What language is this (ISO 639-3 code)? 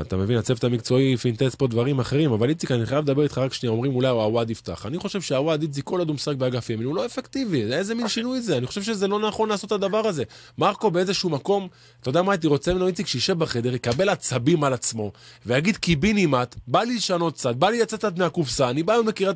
heb